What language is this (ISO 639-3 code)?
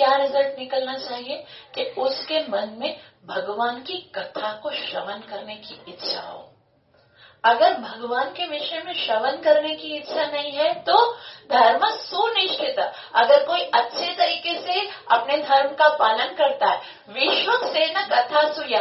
hin